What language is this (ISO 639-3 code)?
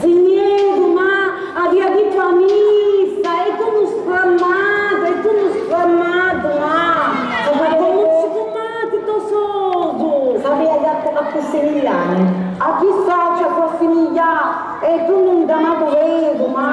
scn